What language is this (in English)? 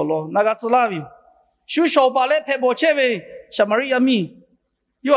Lahu